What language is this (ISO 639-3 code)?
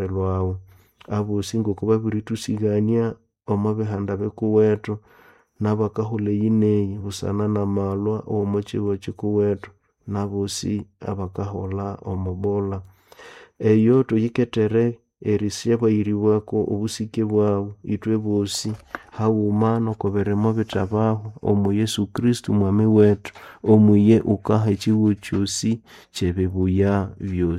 nnb